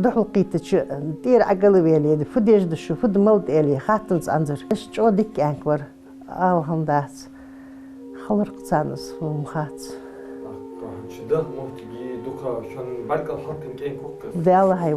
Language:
Ingush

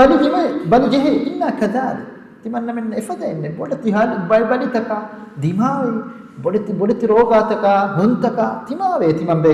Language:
Divehi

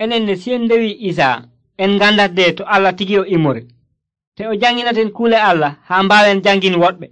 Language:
Nigerian Fulfulde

